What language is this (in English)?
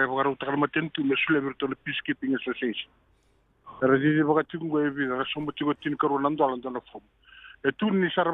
Fijian